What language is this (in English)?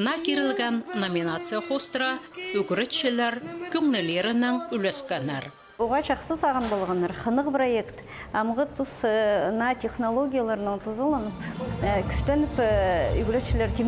Khakas